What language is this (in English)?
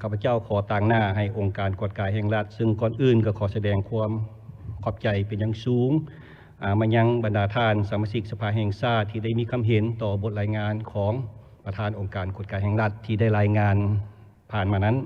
Lao